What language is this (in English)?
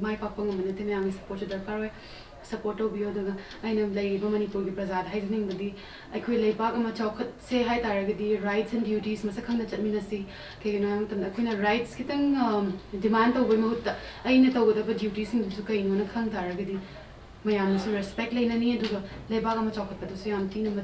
Manipuri